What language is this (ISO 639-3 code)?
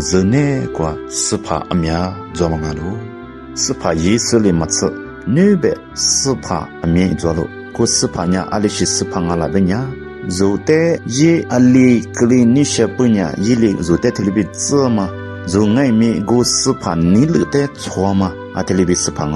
lis